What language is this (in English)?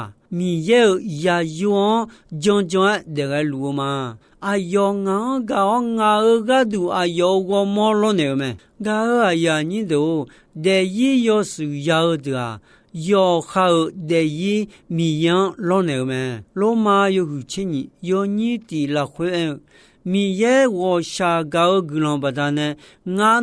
Akha